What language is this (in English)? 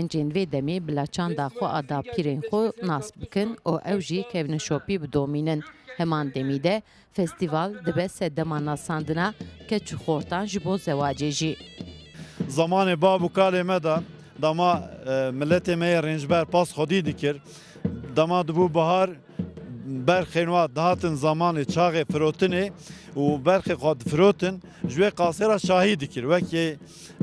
Kurdish